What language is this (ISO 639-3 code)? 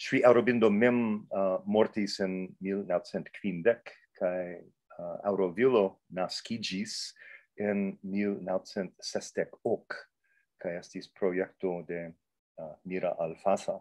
epo